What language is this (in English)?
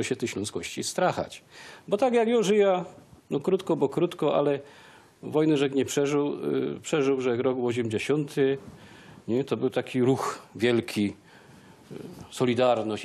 Silesian